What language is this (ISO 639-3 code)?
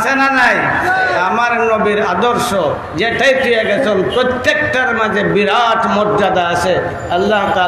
syl